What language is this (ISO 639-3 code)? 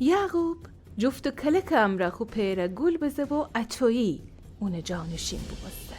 glk